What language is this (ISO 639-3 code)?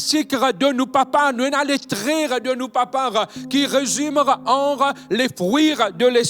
mfe